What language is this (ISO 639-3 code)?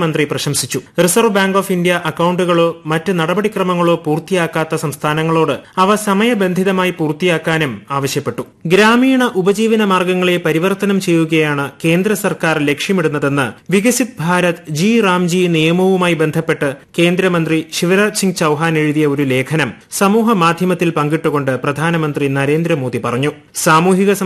mal